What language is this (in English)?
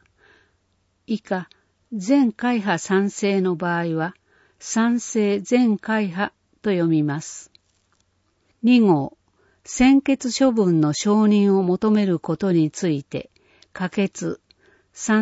Japanese